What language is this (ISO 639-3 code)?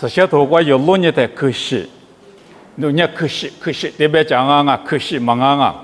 lis